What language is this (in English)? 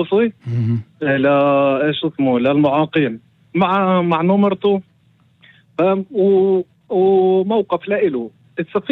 North Levantine Arabic